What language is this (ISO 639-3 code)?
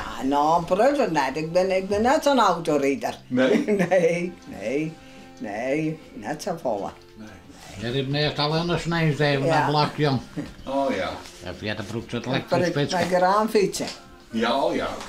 fry